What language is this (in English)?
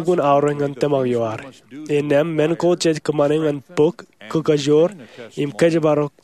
Marshallese